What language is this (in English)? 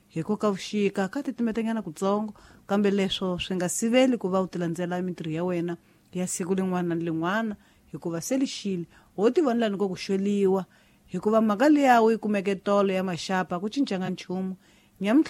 Tsonga